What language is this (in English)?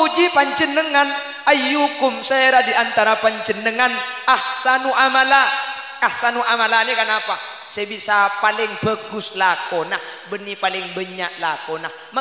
Madurese